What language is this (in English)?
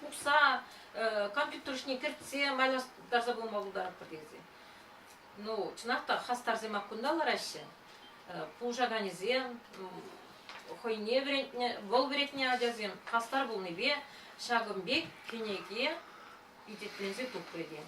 Chuvash